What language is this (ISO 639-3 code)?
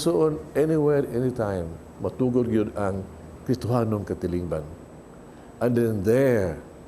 ceb